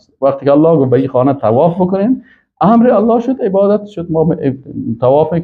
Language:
Persian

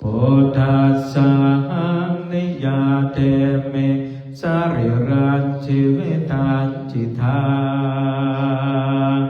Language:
Pali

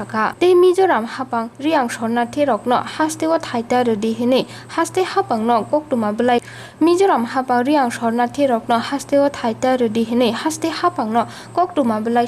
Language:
Kok Borok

